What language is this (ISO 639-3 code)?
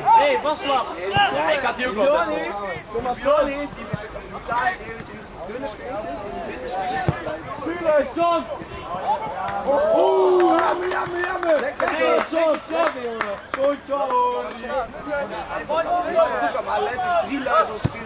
nld